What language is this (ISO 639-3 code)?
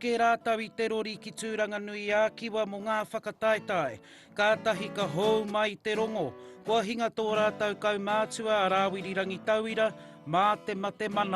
mri